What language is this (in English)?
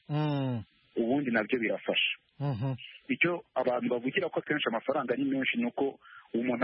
Kinyarwanda